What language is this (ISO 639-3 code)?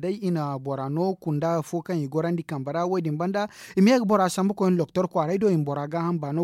dje